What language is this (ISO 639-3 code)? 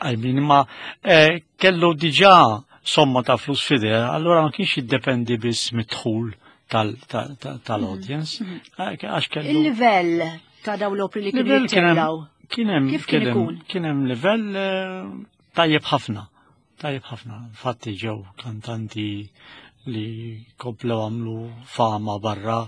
mlt